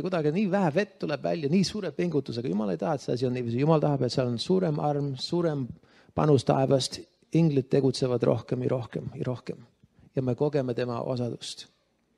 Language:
Estonian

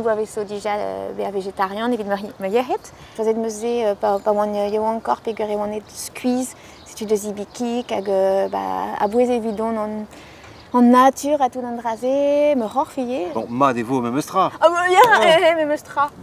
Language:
Breton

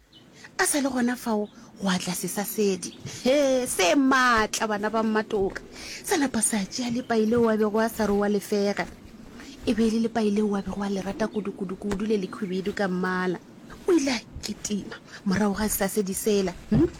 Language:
Northern Sotho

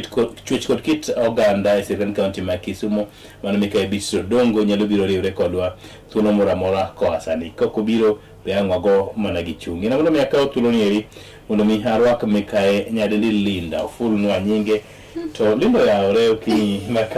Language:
Luo (Kenya and Tanzania)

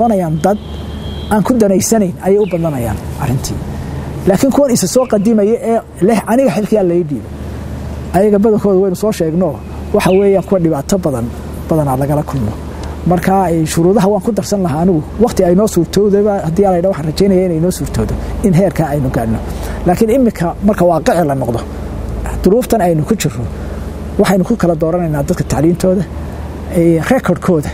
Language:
Somali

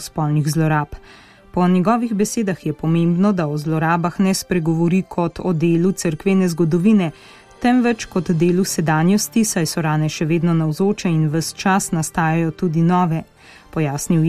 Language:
Slovenian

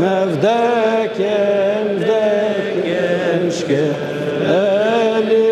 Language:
Albanian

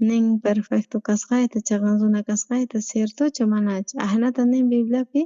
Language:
South Bolivian Quechua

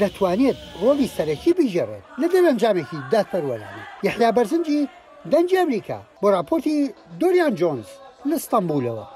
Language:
Central Kurdish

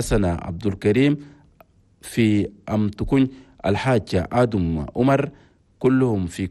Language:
Chadian Arabic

